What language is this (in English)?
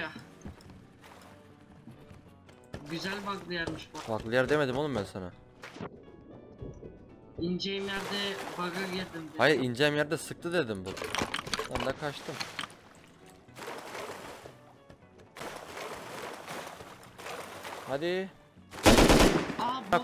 Turkish